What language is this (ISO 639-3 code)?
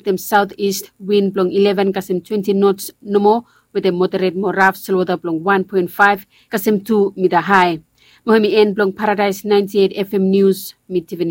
bis